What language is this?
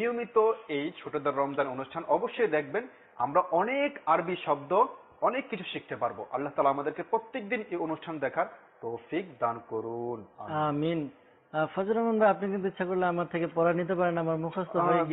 Bangla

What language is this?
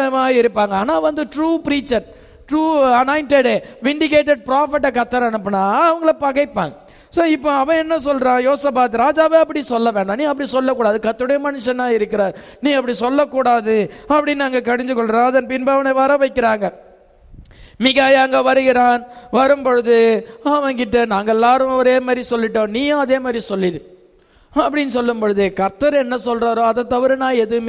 Tamil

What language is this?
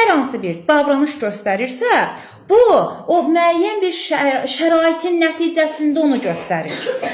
Azerbaijani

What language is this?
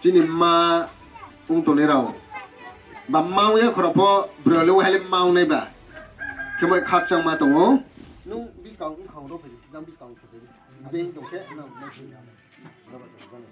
Riang (India)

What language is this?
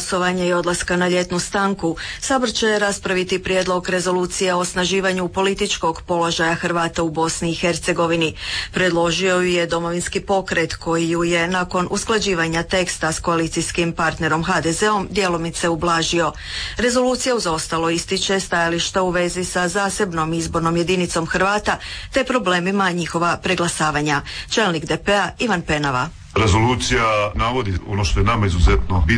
Croatian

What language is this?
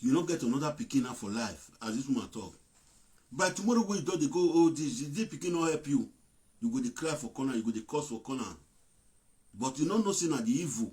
Nigerian Pidgin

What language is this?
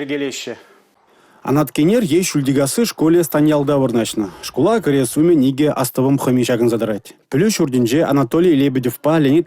Chuvash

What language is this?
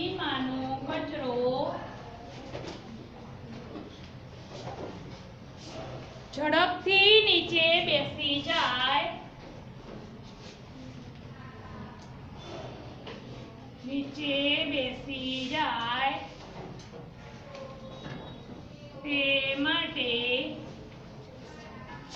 Gujarati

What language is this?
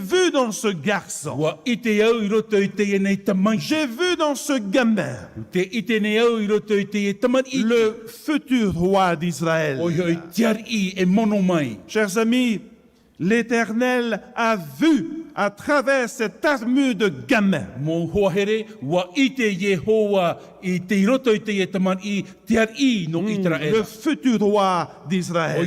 Tahitian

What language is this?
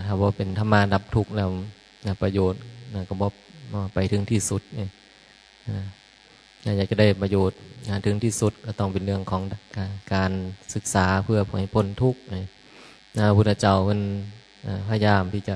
Northeastern Thai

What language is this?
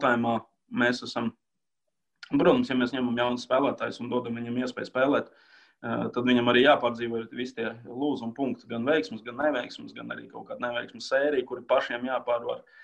Latvian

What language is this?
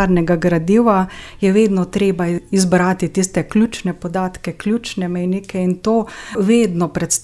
Slovenian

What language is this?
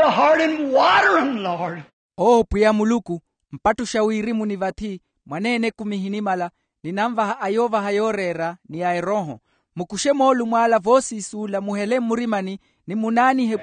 Makhuwa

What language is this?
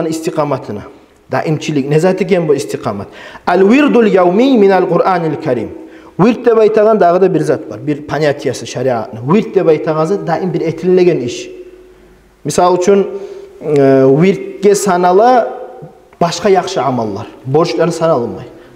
Kumyk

